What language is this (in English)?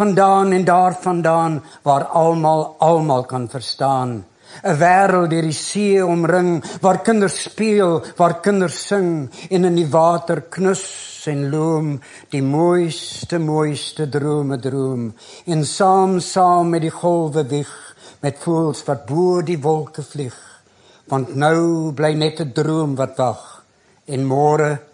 Afrikaans